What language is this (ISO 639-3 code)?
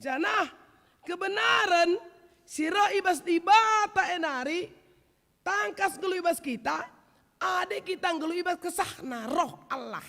btx